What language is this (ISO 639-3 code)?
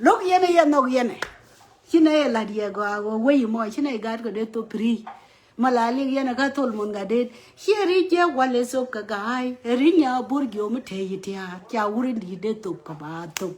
nus